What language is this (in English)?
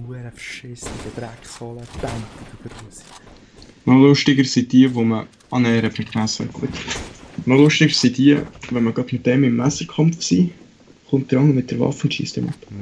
Swiss German